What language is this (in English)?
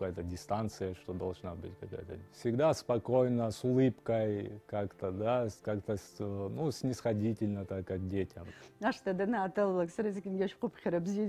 Abkhazian